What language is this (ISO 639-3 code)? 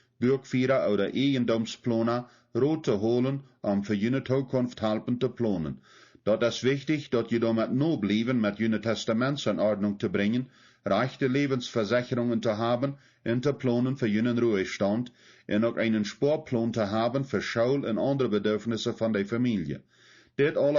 pdt